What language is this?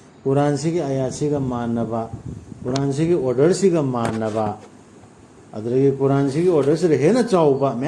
Manipuri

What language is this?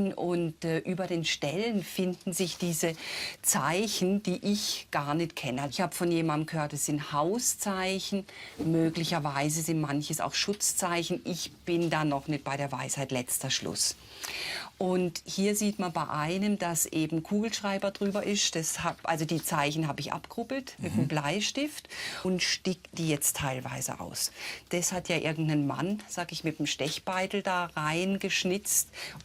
Swiss German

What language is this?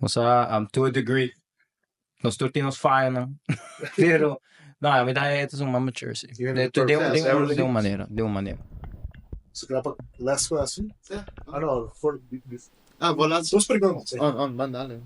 Papiamento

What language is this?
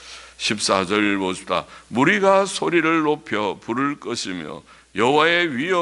Korean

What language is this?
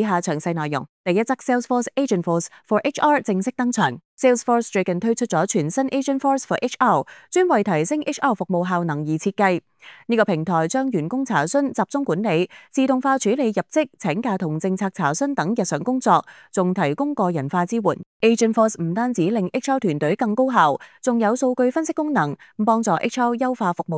Cantonese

